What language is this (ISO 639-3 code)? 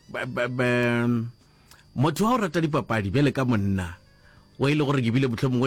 nso